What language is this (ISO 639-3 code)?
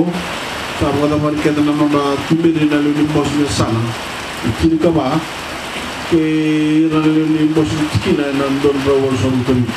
fij